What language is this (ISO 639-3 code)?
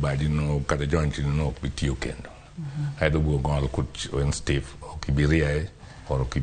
luo